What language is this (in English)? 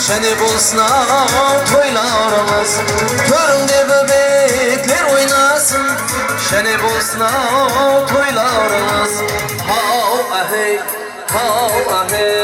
Kara-Kalpak